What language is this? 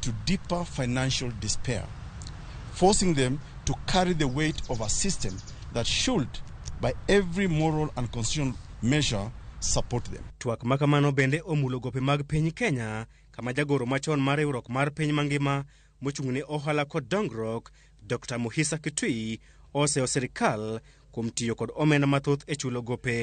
Luo (Kenya and Tanzania)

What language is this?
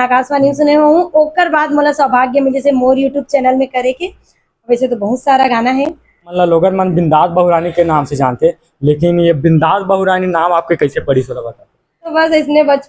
Chhattisgarhi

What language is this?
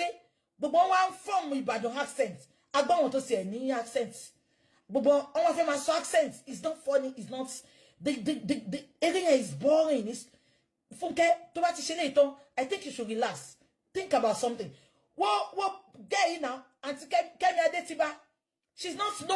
Yoruba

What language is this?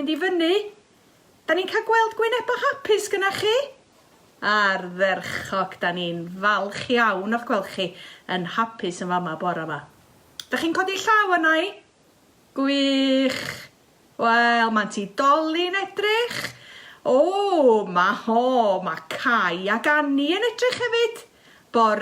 Welsh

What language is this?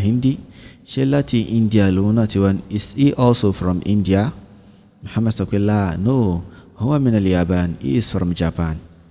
Yoruba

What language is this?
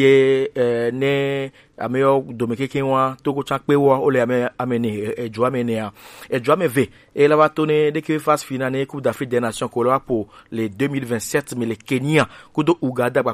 Gen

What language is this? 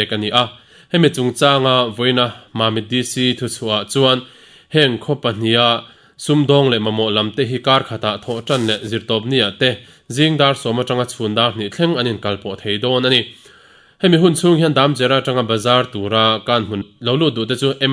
Mizo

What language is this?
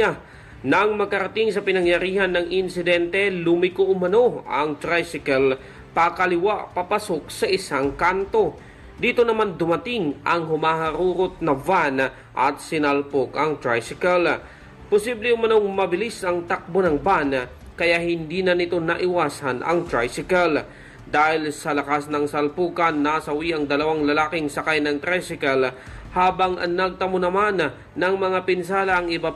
Filipino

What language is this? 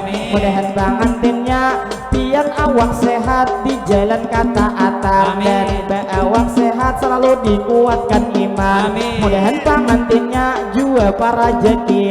Banjar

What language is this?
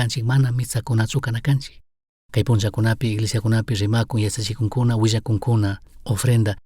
Chimborazo Highland Quichua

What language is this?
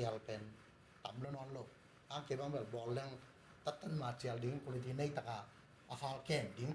Tedim Chin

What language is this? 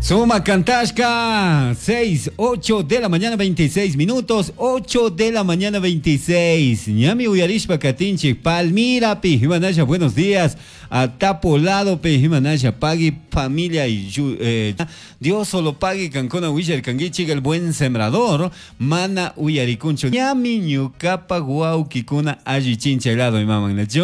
Chimborazo Highland Quichua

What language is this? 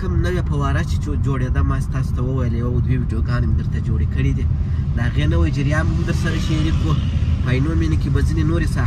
Pashto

